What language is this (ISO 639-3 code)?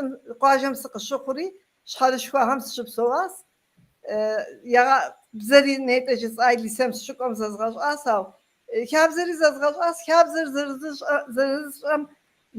kbd